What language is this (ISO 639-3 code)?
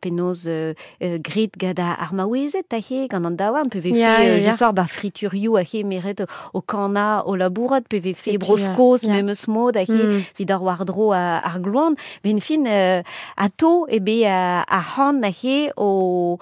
bre